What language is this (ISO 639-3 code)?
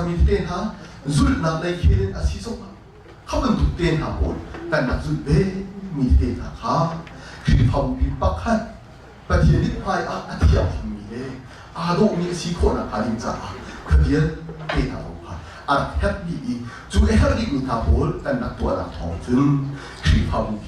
cnh